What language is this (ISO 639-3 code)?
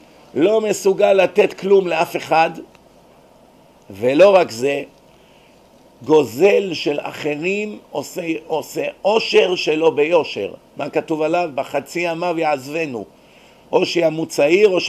heb